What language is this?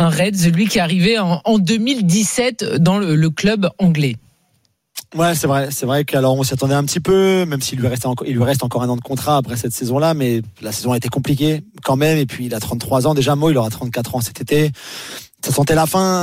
French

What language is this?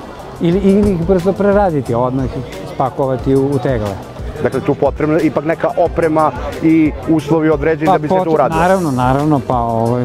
Serbian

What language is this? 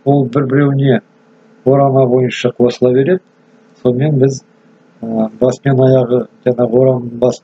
Kazakh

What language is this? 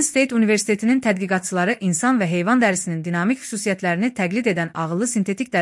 Azerbaijani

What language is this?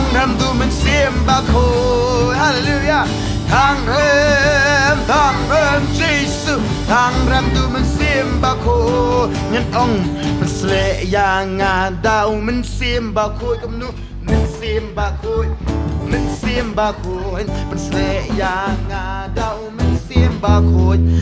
Khasi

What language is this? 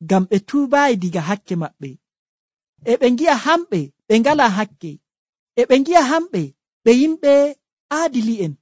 Nigerian Fulfulde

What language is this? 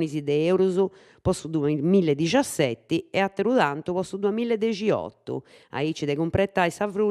Sardinian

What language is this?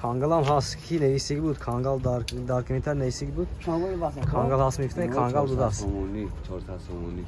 Tajik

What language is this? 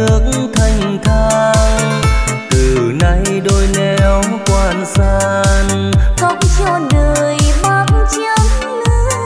Vietnamese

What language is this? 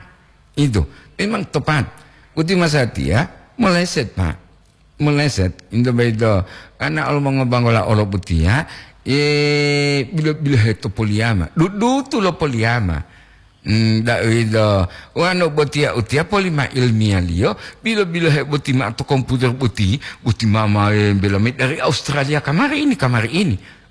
Gorontalo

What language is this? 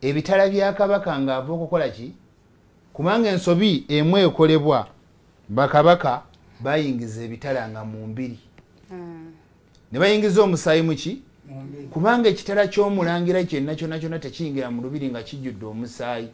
Ganda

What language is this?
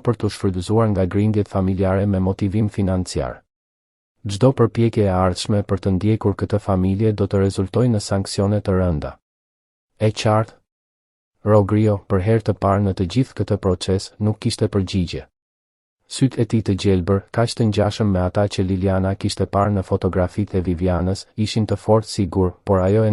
Albanian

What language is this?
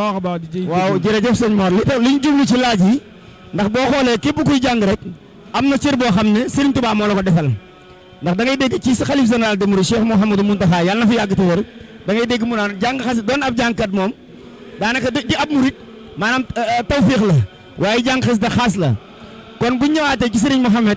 Wolof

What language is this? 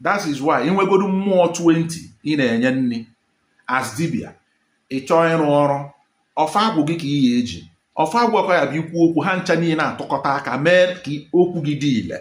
Igbo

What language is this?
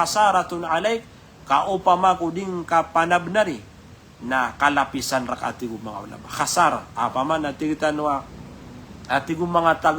Maranao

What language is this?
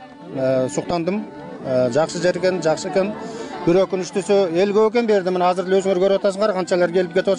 Kyrgyz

